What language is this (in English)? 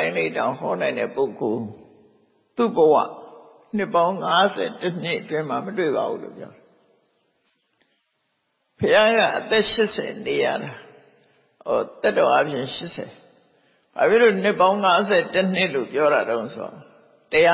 Burmese